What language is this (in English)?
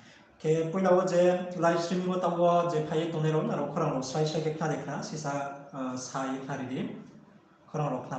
Riang (India)